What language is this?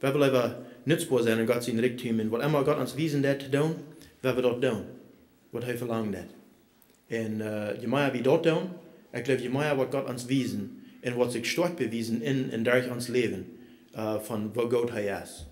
Plautdietsch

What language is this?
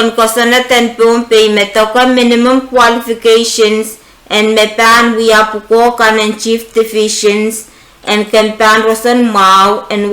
Pohnpeian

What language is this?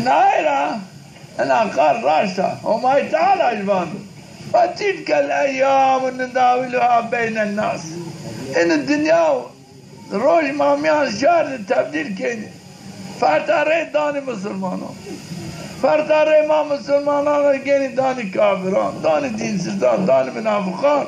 Zaza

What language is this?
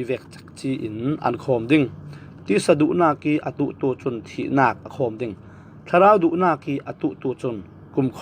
Falam Chin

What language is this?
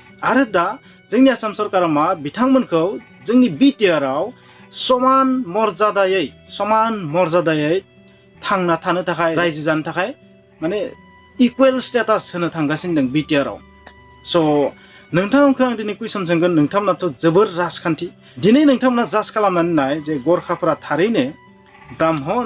Bodo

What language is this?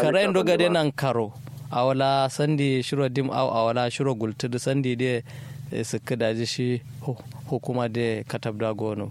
Kanuri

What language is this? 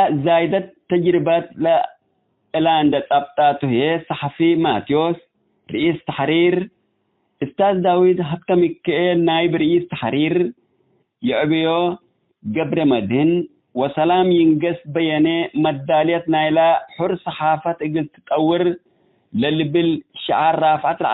Tigre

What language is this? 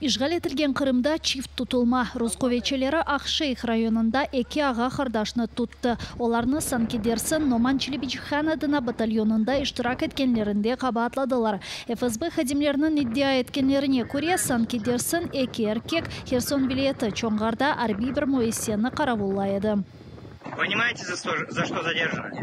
Crimean Tatar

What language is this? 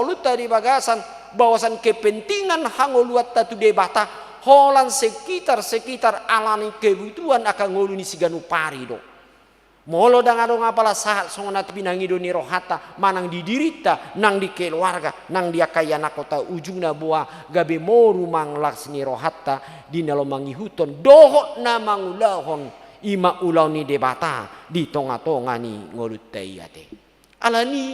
Batak Toba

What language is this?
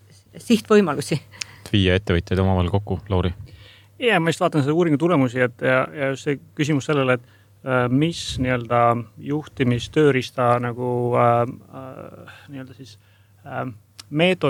Estonian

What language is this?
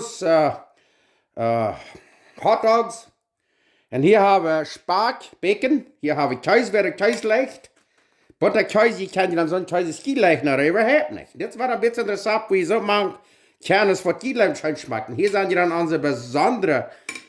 Plautdietsch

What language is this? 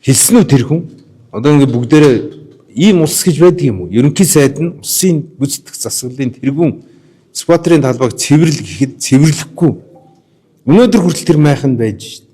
Mongolian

